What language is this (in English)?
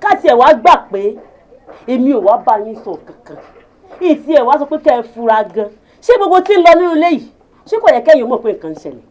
Yoruba